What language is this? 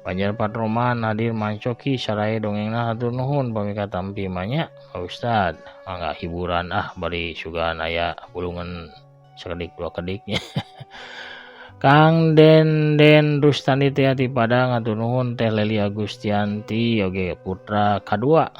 Sundanese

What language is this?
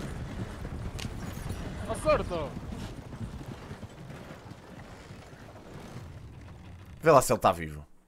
Portuguese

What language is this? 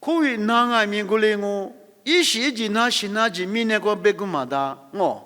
Lisu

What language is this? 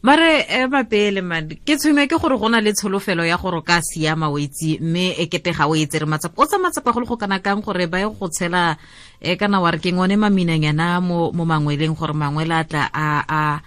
Tswana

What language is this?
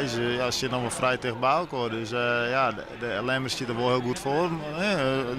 Western Frisian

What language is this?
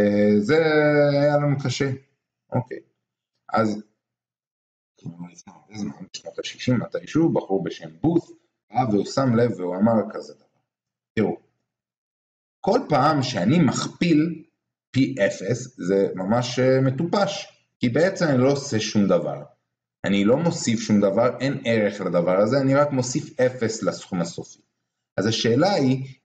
Hebrew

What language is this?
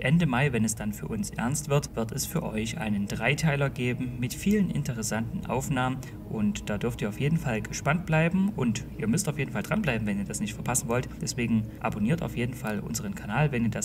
German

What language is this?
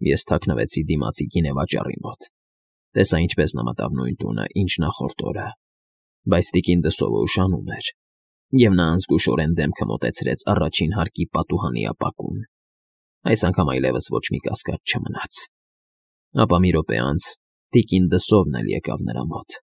Armenian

